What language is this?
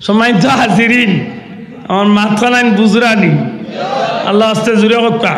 Sylheti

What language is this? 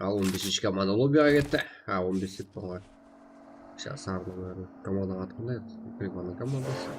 Kara-Kalpak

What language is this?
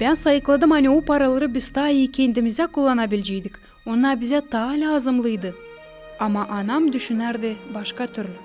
Gagauz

